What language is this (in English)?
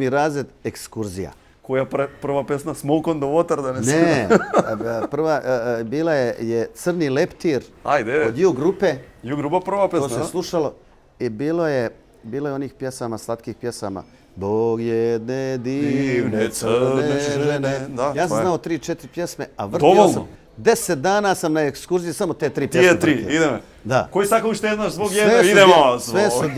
Bosnian